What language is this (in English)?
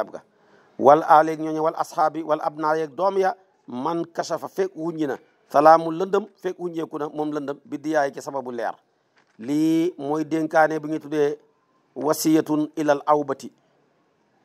Wolof